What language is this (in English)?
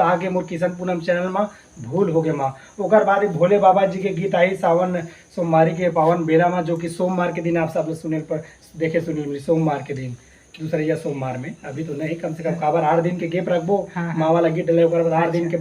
Chhattisgarhi